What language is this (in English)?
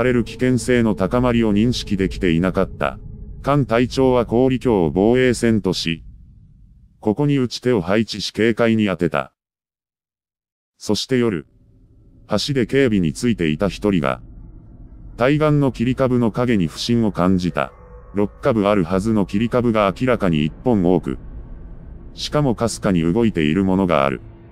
Japanese